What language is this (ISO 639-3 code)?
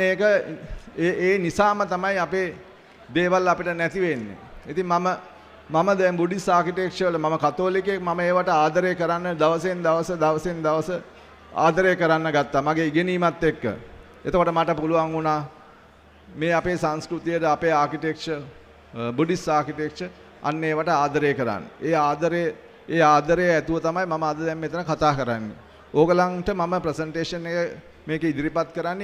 sin